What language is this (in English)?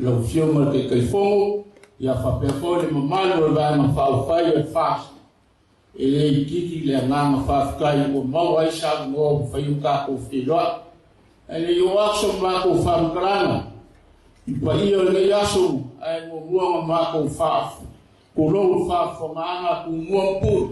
Samoan